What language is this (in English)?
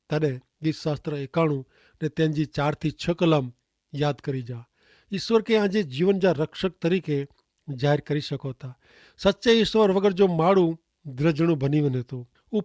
Kachhi